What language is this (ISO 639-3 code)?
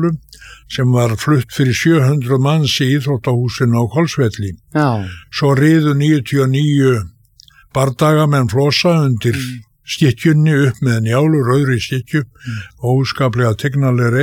isl